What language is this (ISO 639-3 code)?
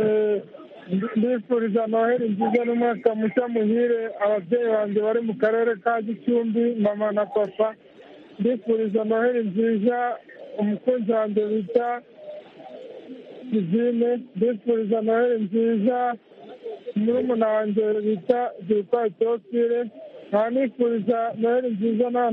kin